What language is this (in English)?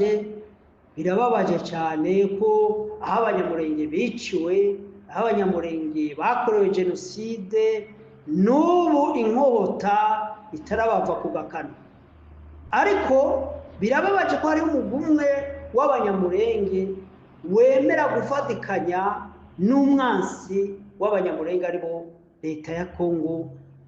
Rundi